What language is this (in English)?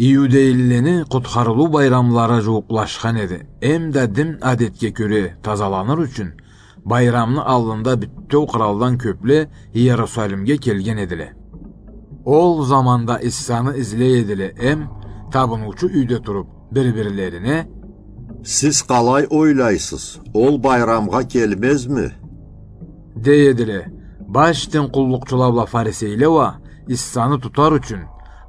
Karachay-Balkar